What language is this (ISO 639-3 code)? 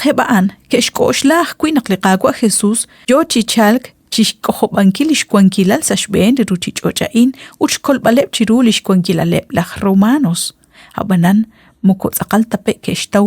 kek